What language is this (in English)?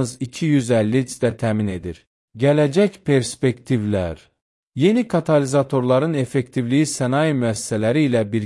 Azerbaijani